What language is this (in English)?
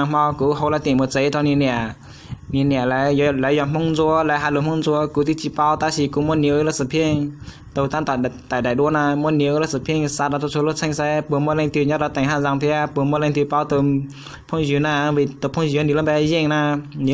Hmong